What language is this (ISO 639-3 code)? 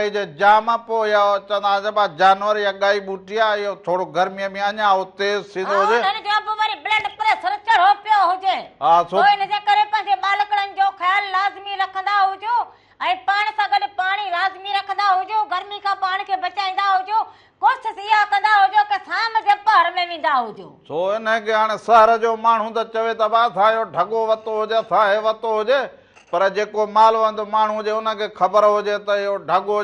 snd